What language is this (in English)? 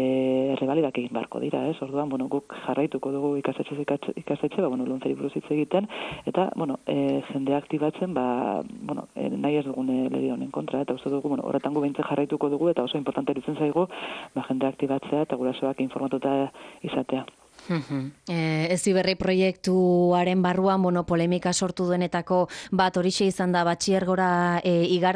Basque